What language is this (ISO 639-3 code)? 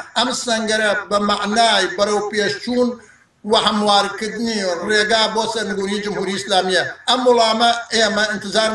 ckb